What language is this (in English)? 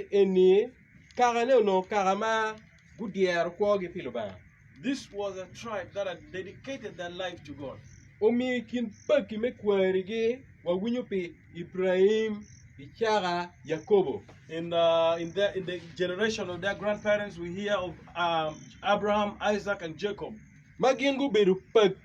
Acoli